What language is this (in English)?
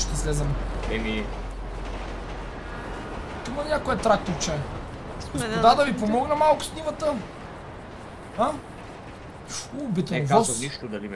Bulgarian